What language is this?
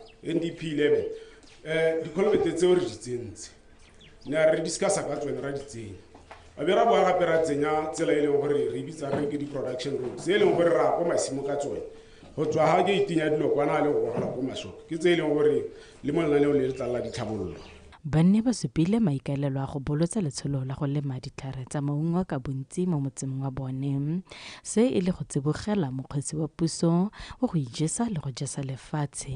Tswana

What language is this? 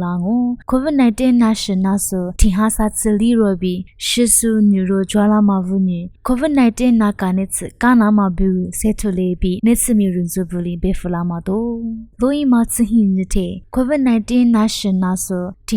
Lisu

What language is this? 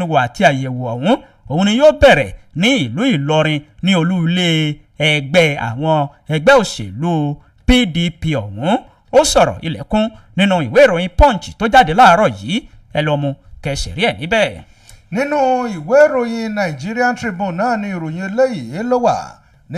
Yoruba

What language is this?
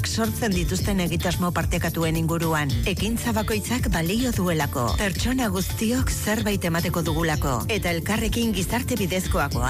Basque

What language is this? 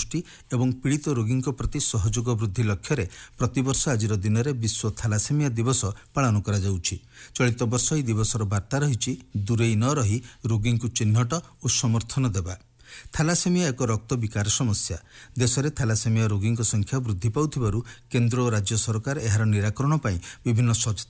Odia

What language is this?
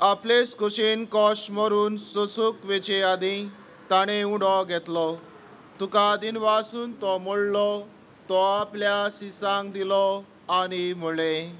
Konkani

